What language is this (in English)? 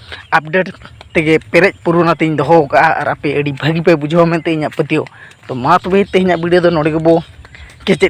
Santali